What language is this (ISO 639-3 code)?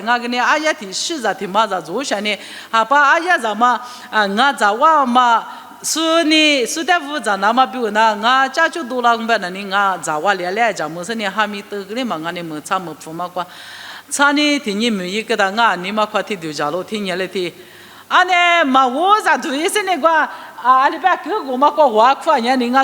lis